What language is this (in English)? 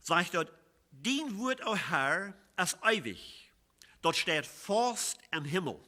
Plautdietsch